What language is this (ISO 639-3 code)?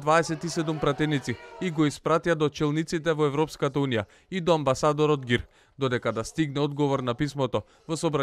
mkd